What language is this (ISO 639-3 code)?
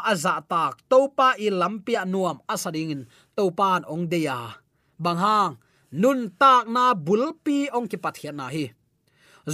ctd